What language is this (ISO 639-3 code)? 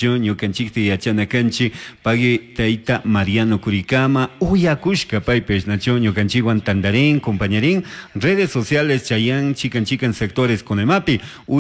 qug